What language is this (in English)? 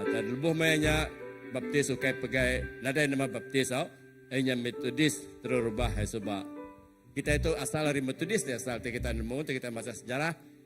Iban